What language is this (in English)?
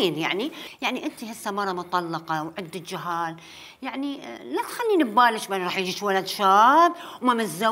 Mesopotamian Arabic